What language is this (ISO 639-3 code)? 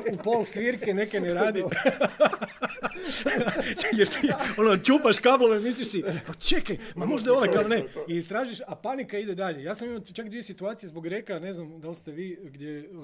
hrv